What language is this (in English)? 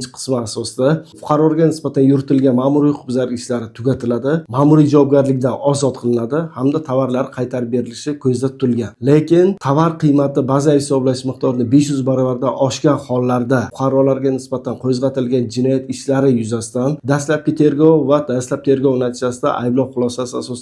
Uzbek